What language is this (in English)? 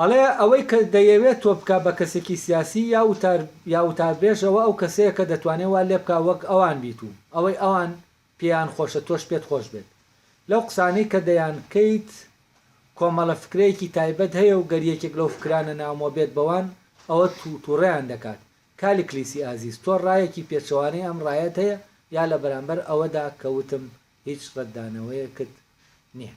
Central Kurdish